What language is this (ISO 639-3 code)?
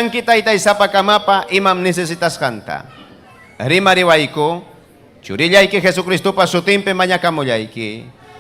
quy